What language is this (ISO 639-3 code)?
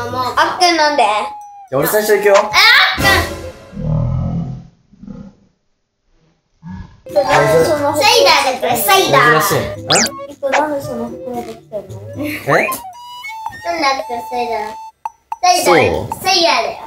jpn